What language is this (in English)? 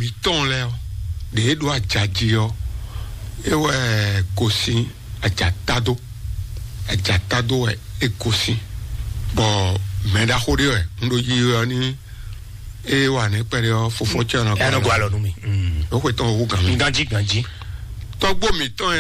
Fon